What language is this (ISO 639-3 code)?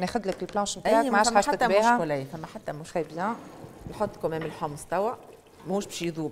aeb